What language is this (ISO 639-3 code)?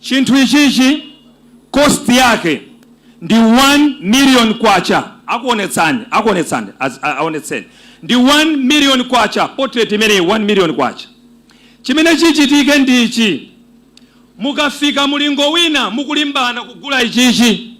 nya